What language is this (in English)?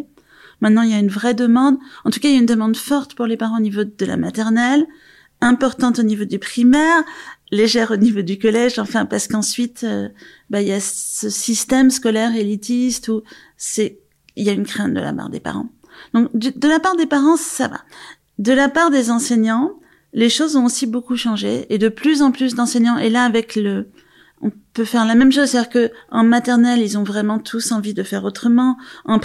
French